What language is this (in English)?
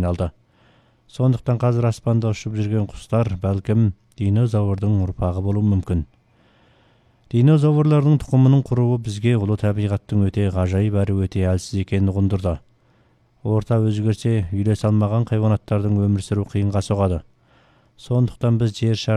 Kazakh